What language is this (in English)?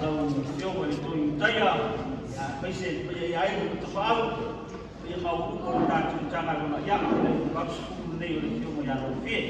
Samoan